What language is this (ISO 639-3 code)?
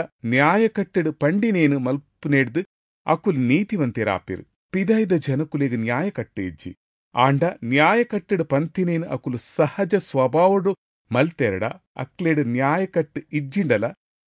tcy